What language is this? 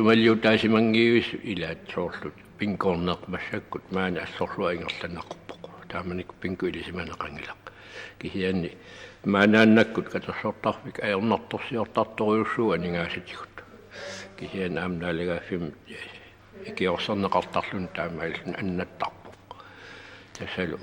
Kalaallisut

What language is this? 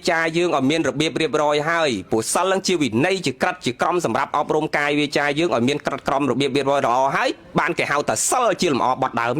Khmer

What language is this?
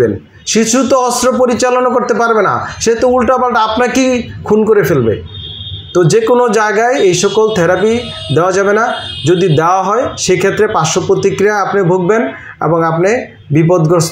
Bangla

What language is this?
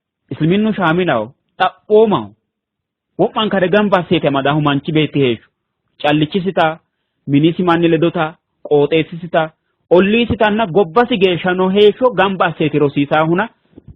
Sidamo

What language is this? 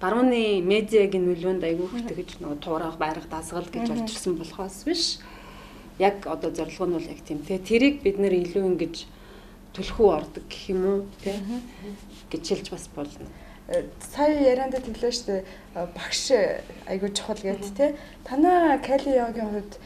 Mongolian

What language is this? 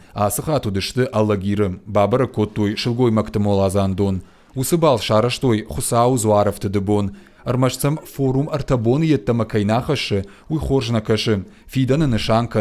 Ossetic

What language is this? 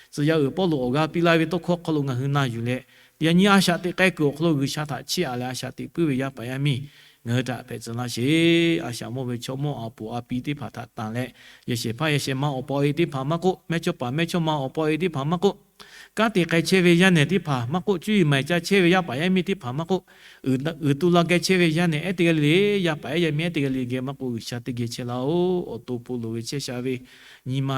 Lahu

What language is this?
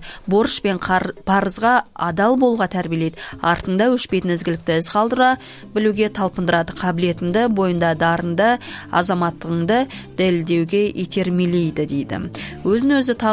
Kazakh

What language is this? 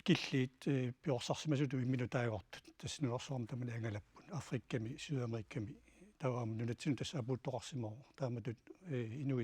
Kalaallisut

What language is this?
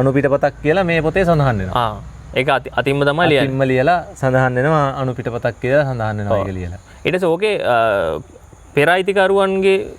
Sinhala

